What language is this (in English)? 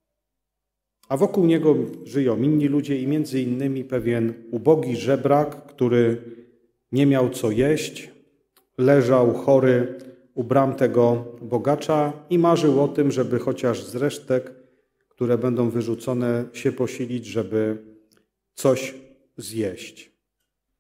Polish